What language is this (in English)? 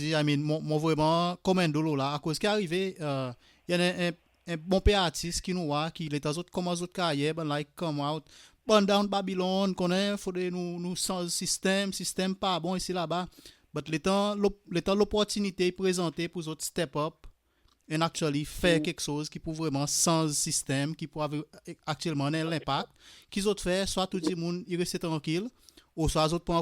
Seselwa Creole French